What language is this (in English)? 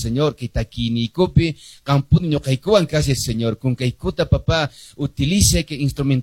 Quechua